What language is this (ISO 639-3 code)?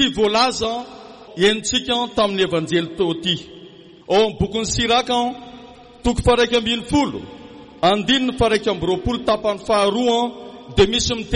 mlg